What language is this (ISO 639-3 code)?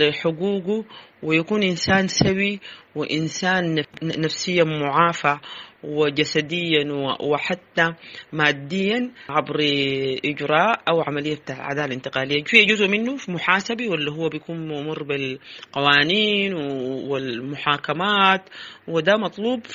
apd